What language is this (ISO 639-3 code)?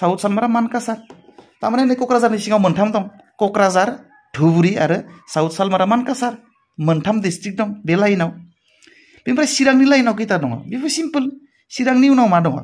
brx